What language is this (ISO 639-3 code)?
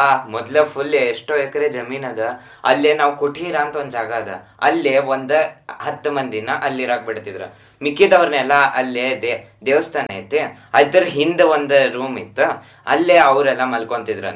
kan